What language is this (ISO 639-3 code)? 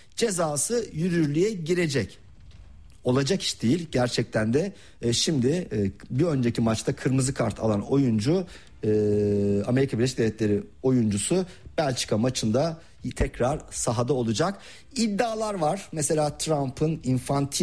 tur